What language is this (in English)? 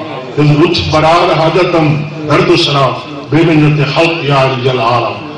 Saraiki